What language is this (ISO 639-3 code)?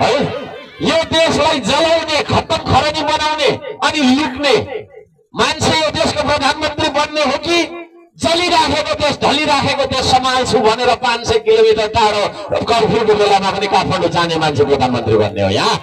nep